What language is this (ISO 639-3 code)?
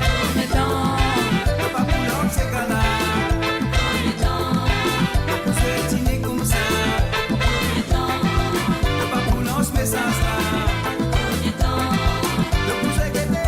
mfe